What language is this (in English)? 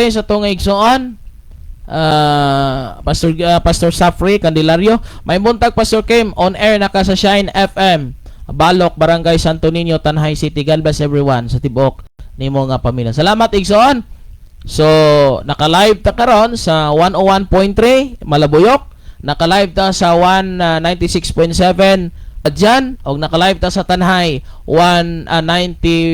Cebuano